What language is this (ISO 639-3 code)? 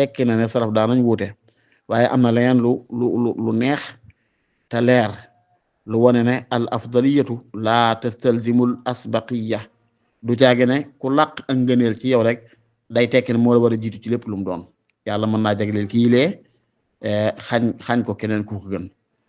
wol